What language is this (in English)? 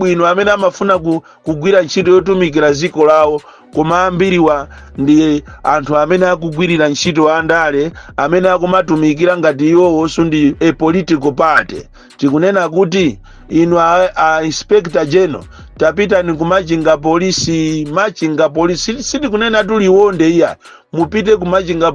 Nyanja